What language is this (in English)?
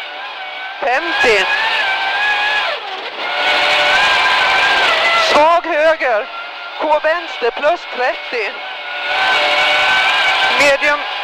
Swedish